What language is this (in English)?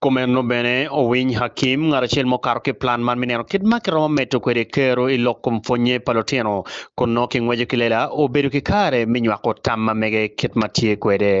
Acoli